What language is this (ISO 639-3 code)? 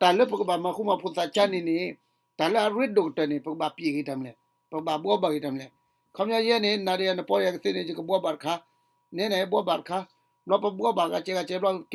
ksw